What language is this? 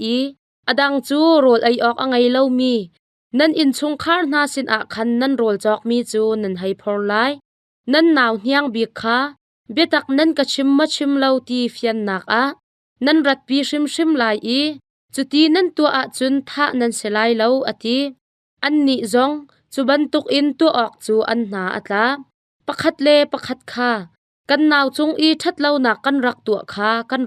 Hakha Chin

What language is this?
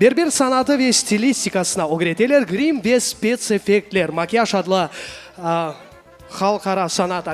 Crimean Tatar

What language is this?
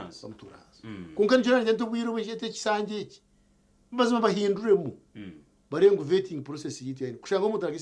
Nyankole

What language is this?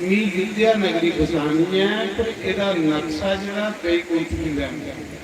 Dogri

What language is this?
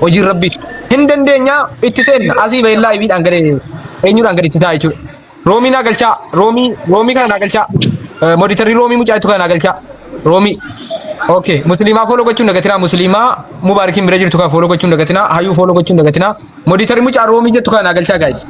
Oromo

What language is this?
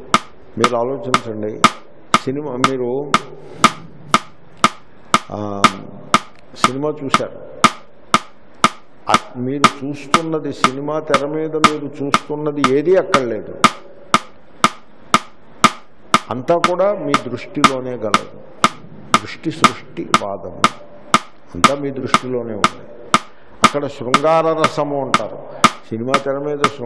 Telugu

